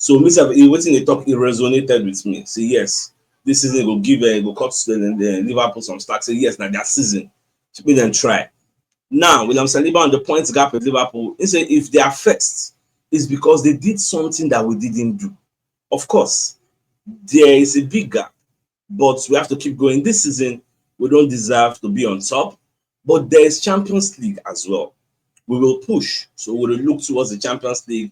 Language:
Nigerian Pidgin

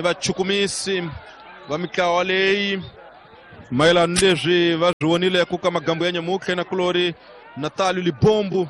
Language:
Tsonga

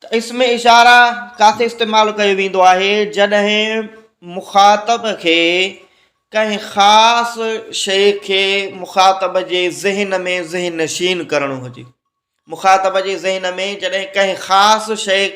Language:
Sindhi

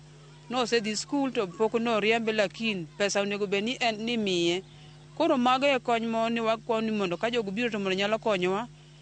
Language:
Luo (Kenya and Tanzania)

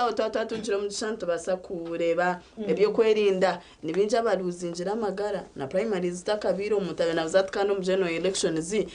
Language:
Nyankole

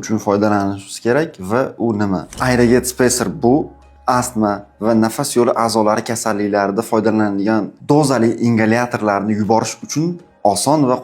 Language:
Uzbek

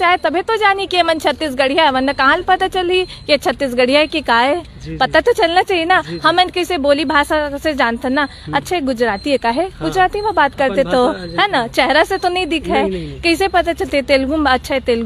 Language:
Chhattisgarhi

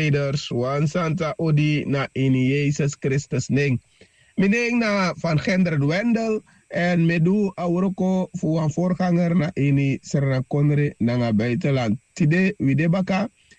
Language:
Sranan Tongo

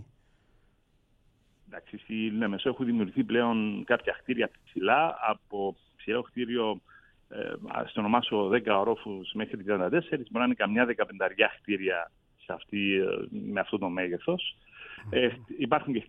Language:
Greek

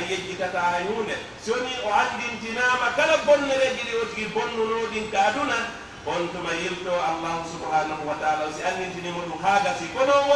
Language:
Pular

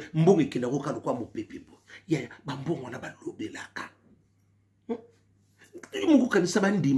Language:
Lingala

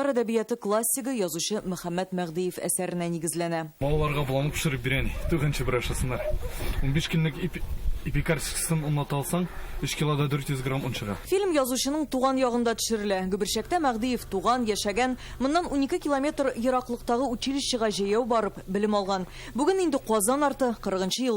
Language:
Tatar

